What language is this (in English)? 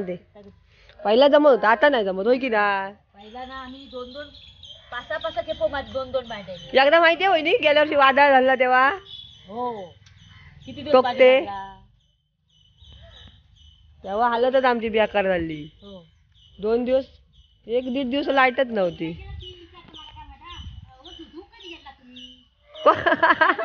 Marathi